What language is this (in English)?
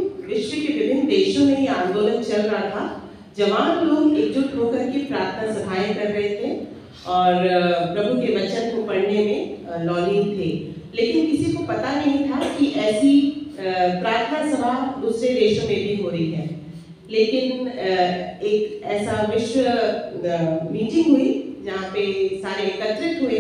Hindi